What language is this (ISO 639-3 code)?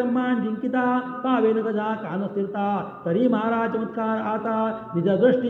mar